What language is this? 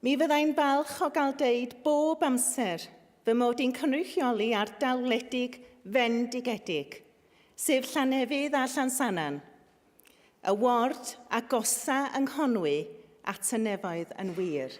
Welsh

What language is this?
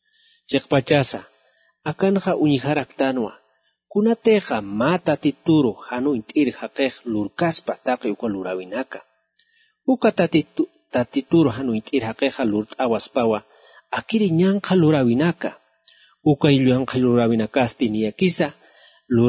Aymara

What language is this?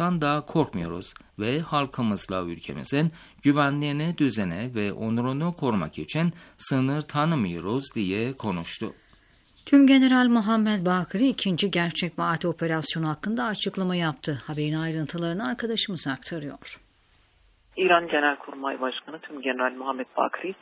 Turkish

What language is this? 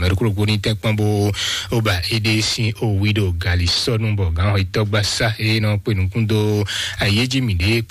Fon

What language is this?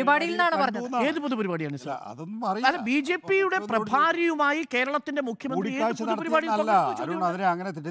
Malayalam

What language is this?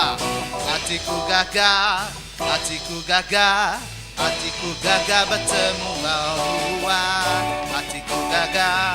Iban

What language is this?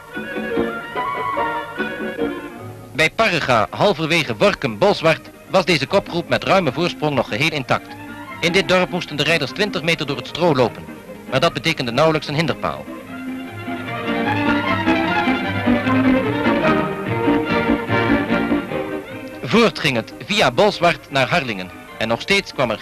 Dutch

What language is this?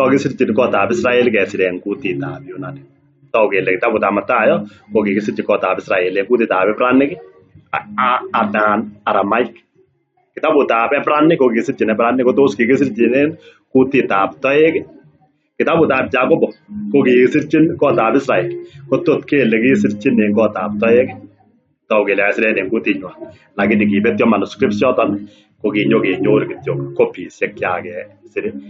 Kalenjin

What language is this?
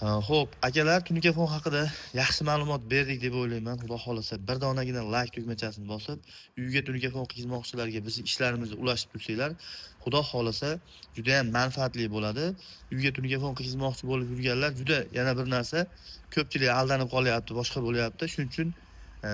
Uzbek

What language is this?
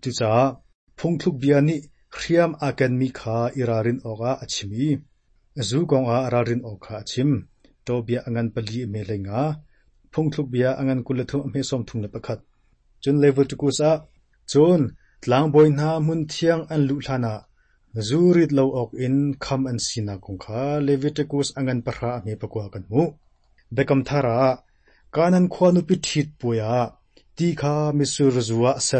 Hakha Chin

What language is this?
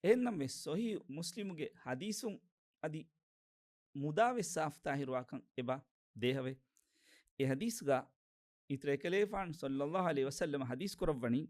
Divehi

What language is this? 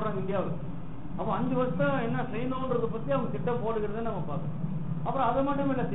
Tamil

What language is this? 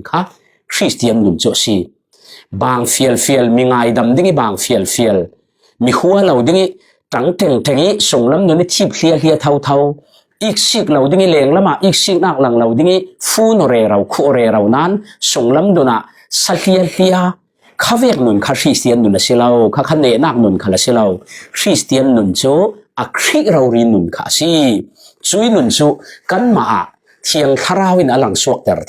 Falam Chin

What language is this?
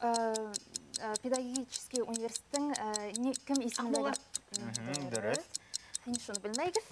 Bashkir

